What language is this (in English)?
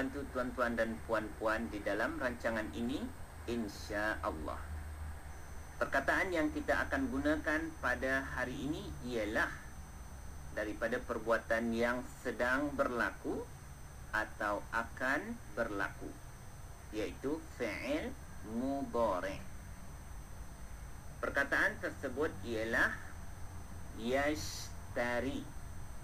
Malay